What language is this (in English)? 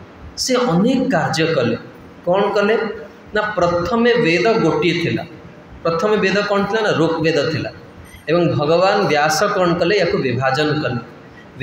Odia